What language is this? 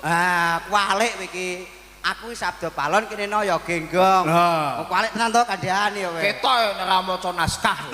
Javanese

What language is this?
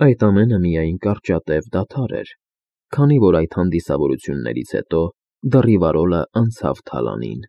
Armenian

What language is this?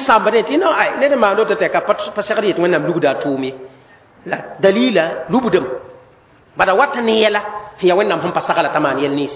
Mossi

